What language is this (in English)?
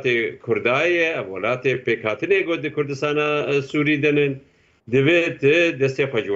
Kurdish